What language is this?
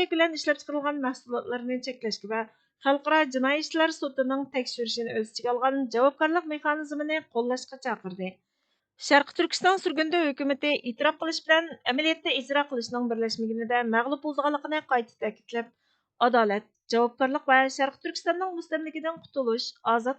Uyghur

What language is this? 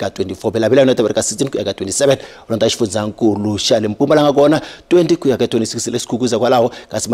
Tsonga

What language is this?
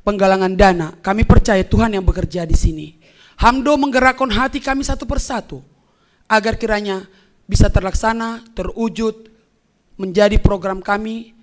Batak Simalungun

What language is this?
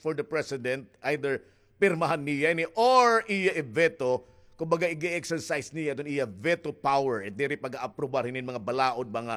Waray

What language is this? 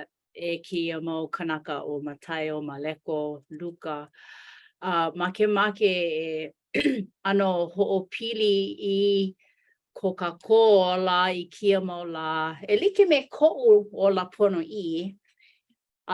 Hawaiian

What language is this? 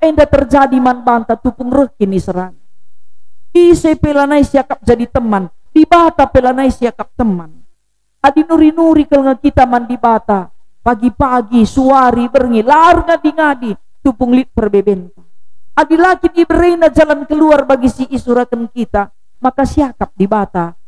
Batak Karo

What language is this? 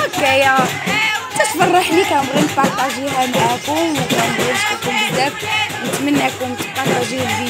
Moroccan Arabic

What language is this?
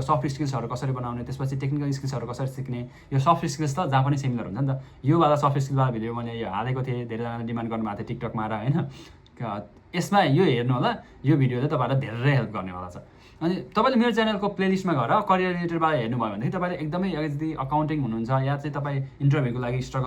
Nepali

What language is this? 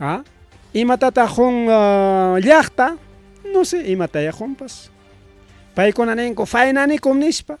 Ayacucho Quechua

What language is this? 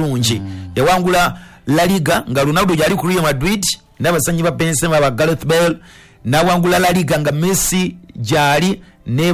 Ganda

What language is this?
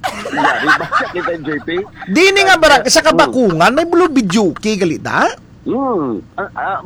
Hiligaynon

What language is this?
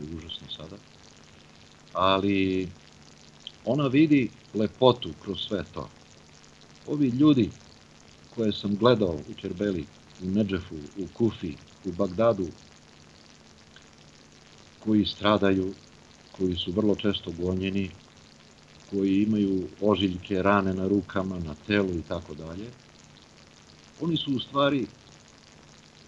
Bosnian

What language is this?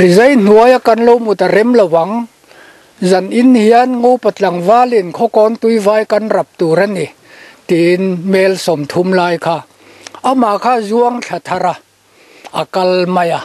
Mizo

